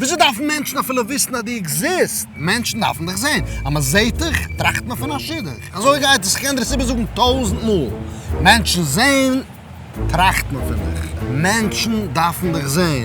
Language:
Yiddish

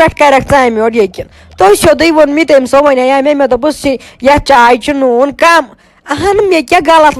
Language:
Kashmiri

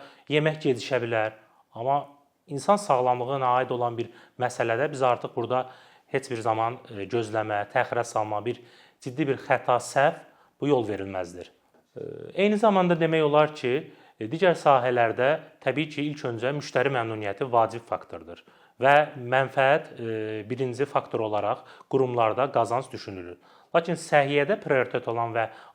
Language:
Azerbaijani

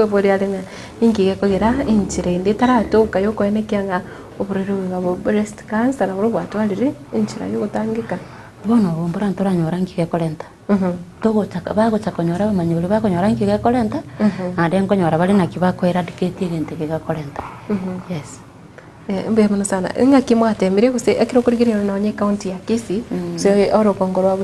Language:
Gusii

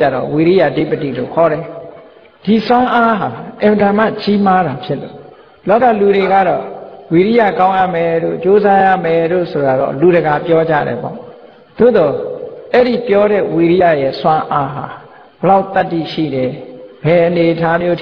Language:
Burmese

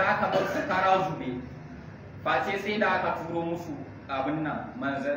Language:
Hausa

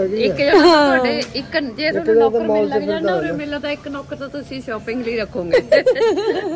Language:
Punjabi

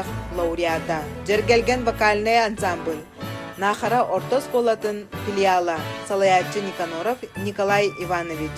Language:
Yakut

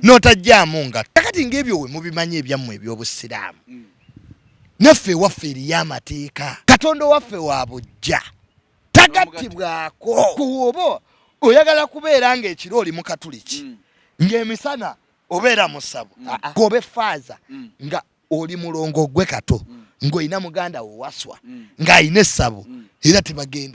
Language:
Ganda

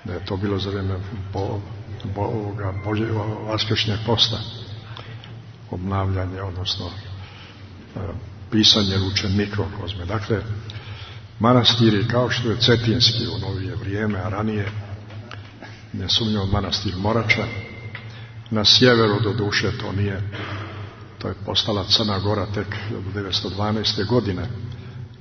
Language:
Serbian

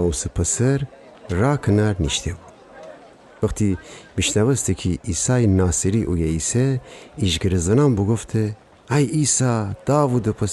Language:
Gilaki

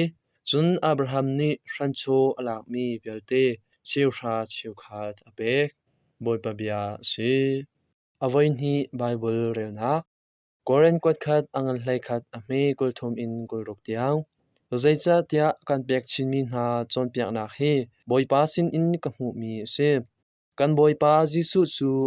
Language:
Hakha Chin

